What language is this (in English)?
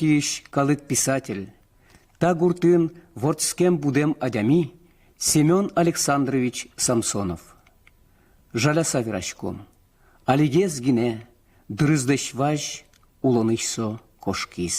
Udmurt